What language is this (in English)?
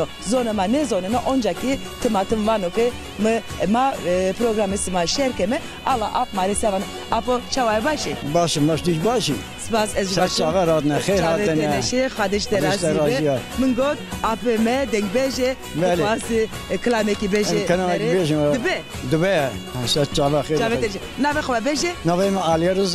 Zaza